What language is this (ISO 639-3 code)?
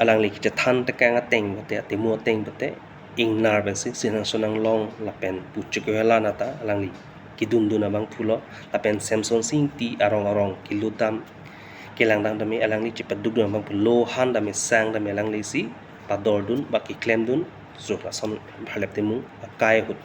mjw